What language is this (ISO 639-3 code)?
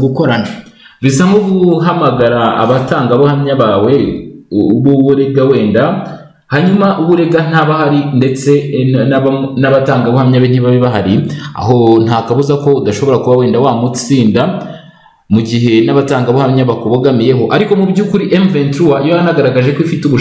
kin